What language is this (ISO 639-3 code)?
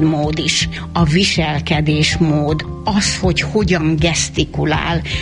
hun